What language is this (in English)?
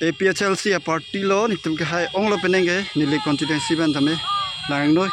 Karbi